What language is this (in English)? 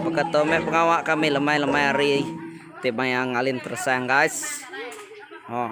Iban